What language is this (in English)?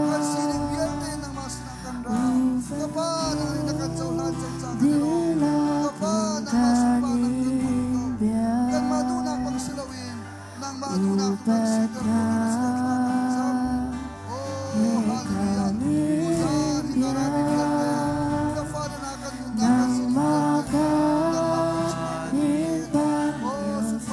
Hakha Chin